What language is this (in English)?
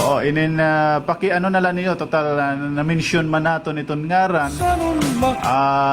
Waray